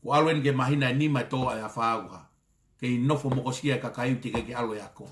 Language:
Tongan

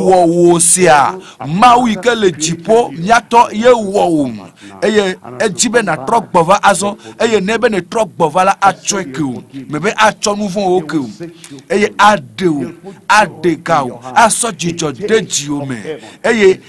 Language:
Ewe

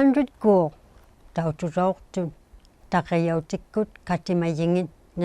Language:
Inuktitut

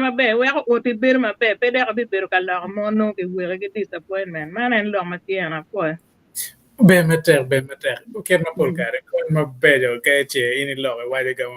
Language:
Acoli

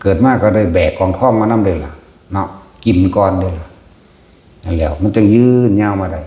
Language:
Northeastern Thai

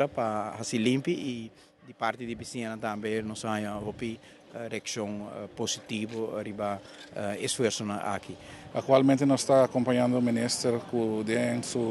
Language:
Papiamento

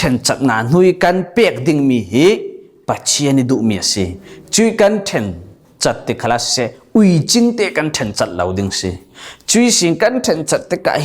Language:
Falam Chin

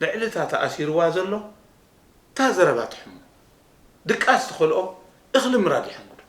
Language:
Tigrinya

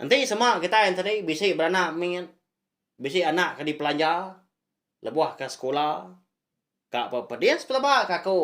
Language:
Iban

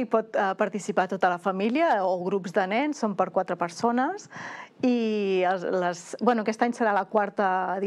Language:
Catalan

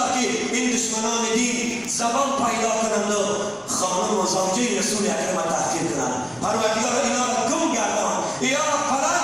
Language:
Persian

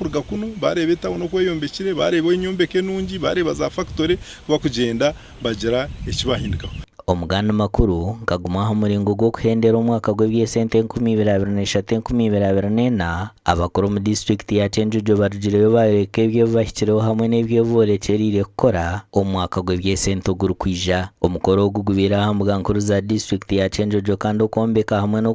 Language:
Nyankole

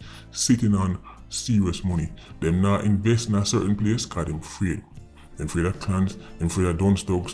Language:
Jamaican Creole English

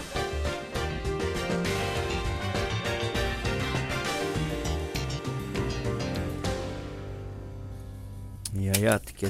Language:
Finnish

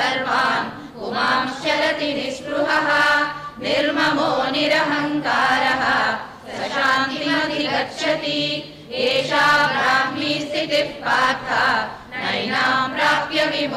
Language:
Sanskrit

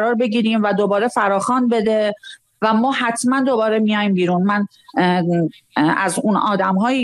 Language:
Persian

